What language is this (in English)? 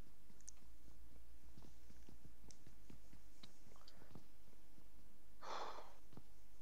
Bosnian